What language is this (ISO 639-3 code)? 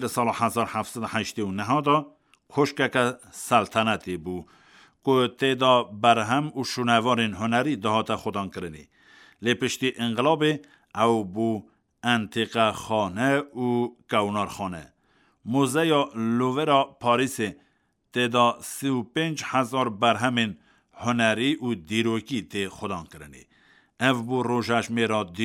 kur